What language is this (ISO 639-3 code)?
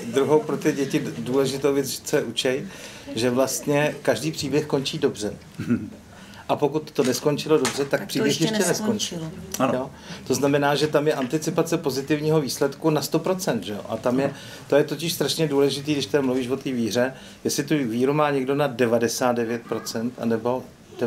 ces